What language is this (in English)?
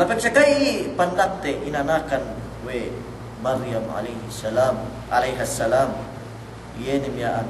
Yakan